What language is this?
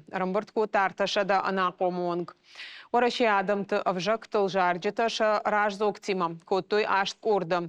Ossetic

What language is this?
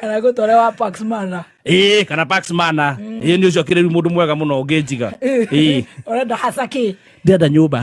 Kikuyu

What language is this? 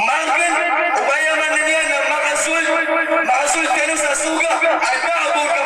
Maranao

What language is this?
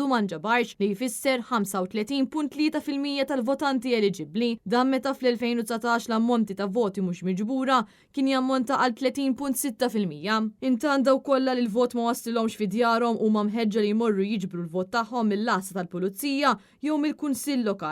Maltese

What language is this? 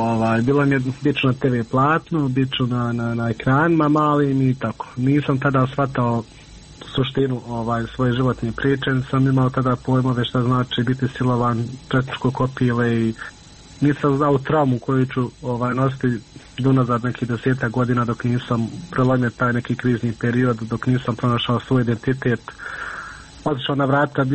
Bosnian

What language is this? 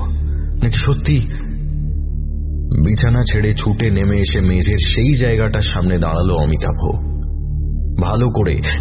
Bangla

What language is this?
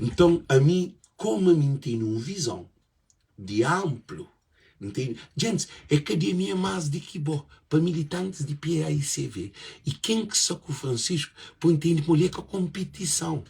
Kabuverdianu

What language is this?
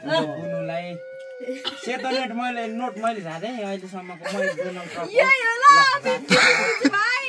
Nepali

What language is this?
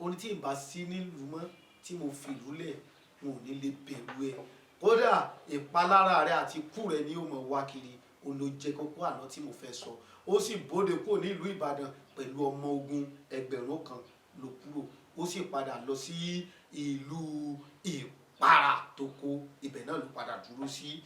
Yoruba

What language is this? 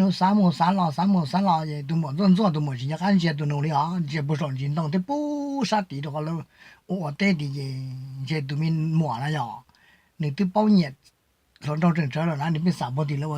Hmong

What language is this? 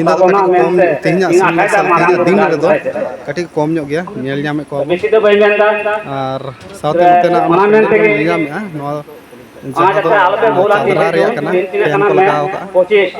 Santali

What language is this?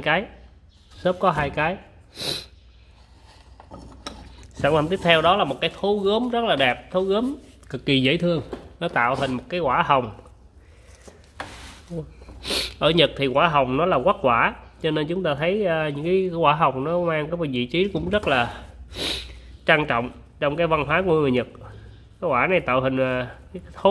Vietnamese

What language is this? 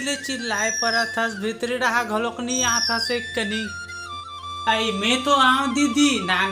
Chhattisgarhi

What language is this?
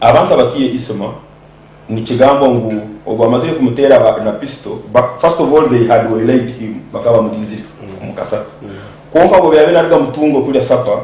Nyankole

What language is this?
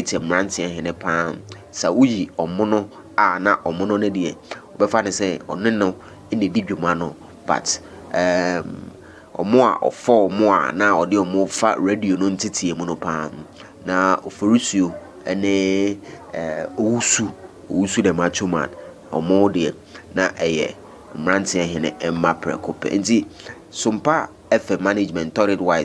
Akan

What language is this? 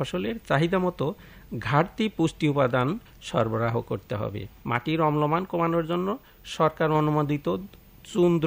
Bangla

